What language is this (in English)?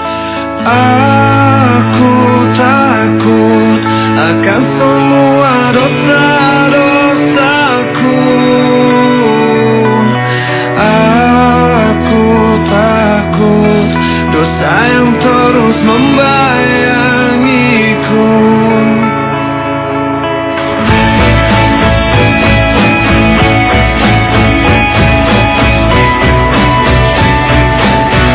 Indonesian